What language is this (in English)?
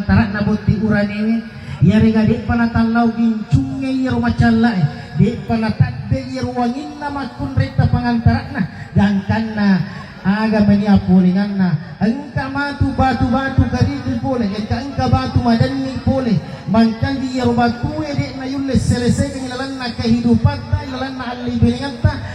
Buginese